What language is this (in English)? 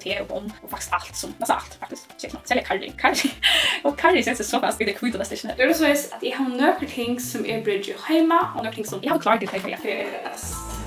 Faroese